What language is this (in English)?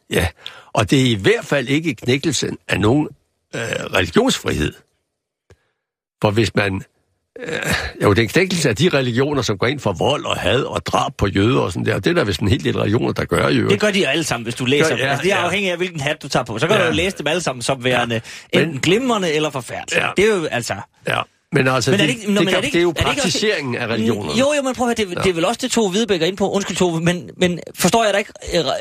Danish